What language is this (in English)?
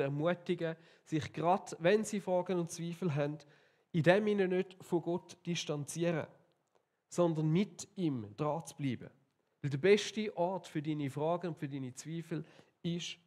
Swiss German